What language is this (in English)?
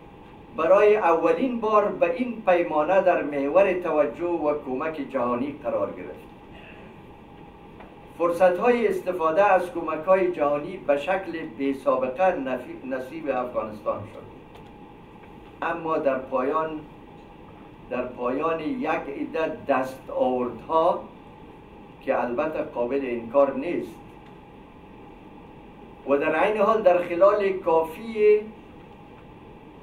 Persian